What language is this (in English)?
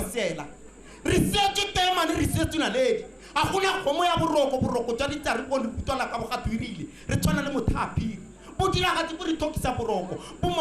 Tswana